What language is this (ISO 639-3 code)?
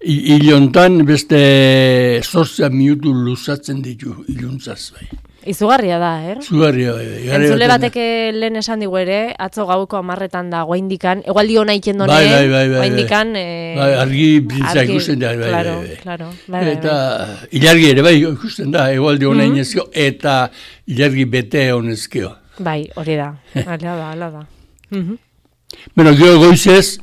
eus